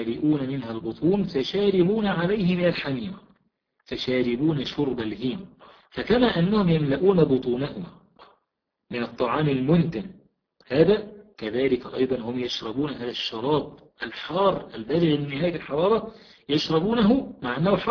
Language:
Arabic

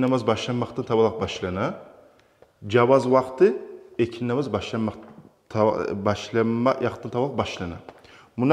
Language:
Kumyk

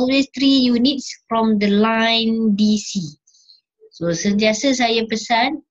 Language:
Malay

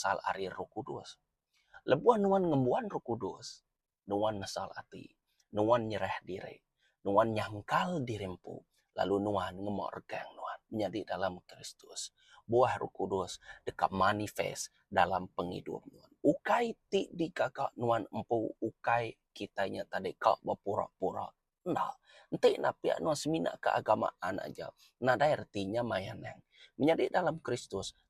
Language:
Iban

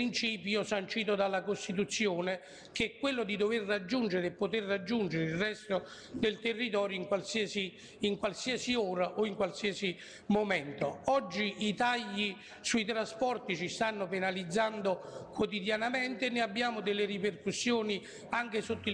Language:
Italian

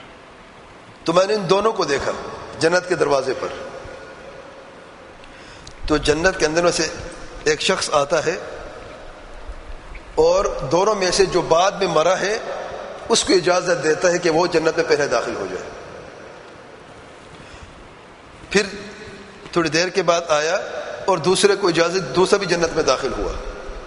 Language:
Urdu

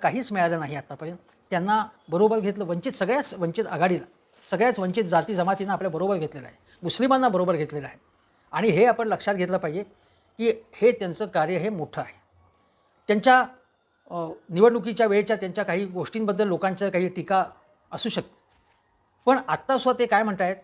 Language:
Marathi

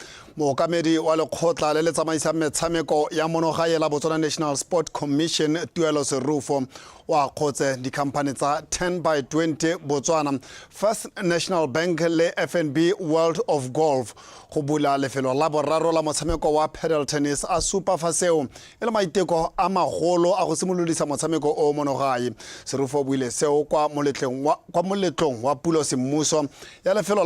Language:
Tswana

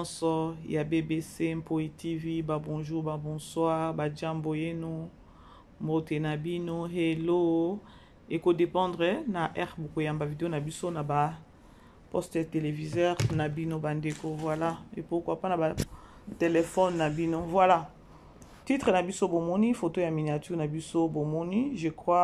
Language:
Lingala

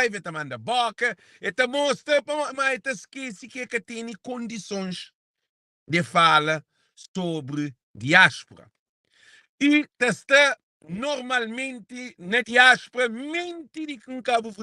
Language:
Kabuverdianu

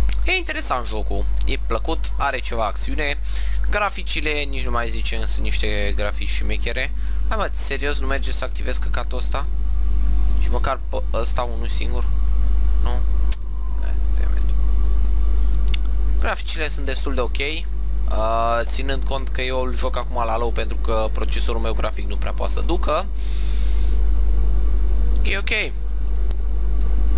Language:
Romanian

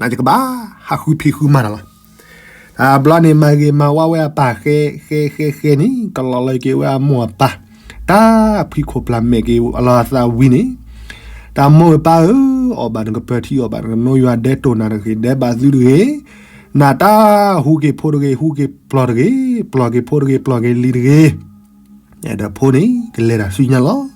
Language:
S'gaw Karen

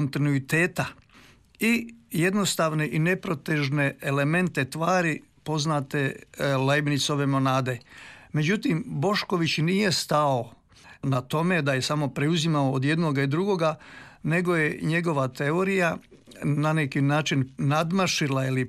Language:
Croatian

